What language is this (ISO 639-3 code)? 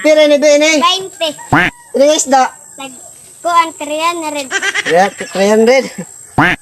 war